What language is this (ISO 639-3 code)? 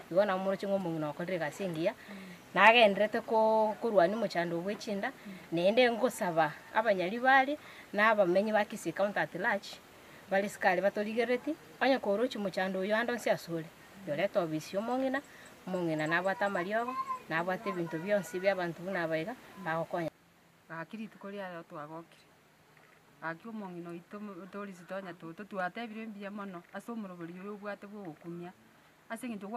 guz